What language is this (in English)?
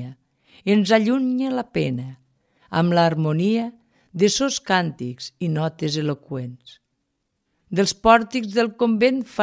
Catalan